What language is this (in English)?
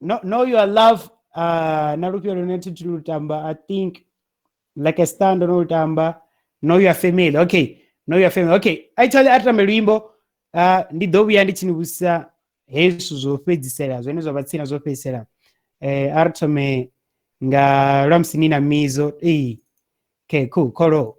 Venda